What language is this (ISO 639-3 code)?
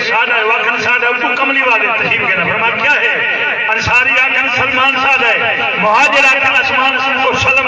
skr